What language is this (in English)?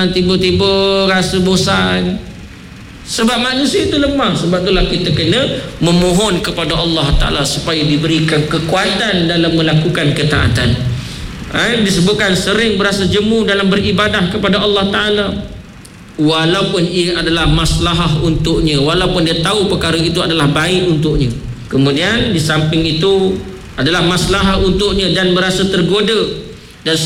Malay